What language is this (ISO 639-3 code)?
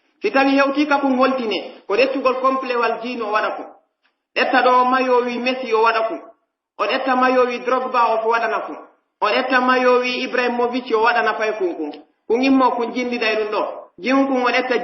fuf